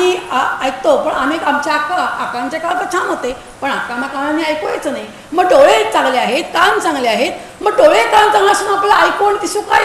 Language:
Marathi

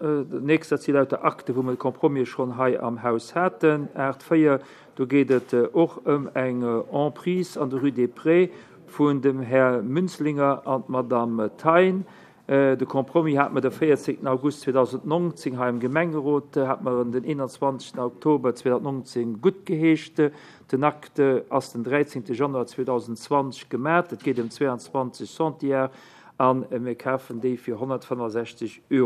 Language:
Luxembourgish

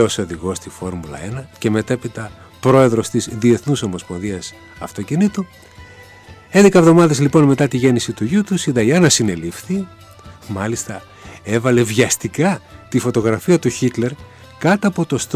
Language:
Greek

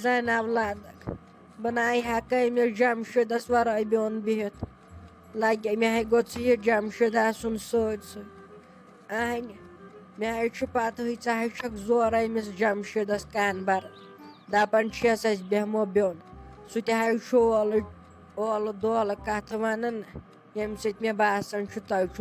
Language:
Kashmiri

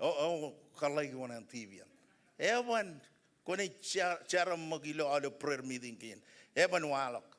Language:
Marshallese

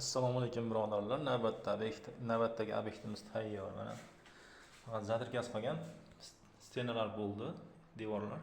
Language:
Uzbek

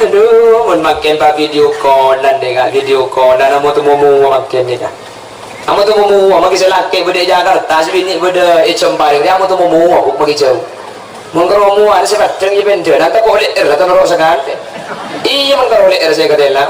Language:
Madurese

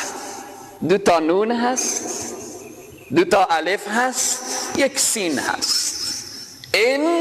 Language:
Persian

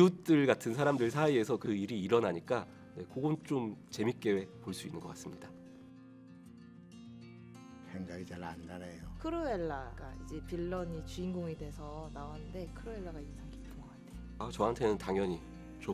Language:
Korean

